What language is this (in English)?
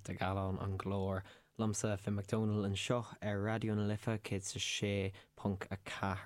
Irish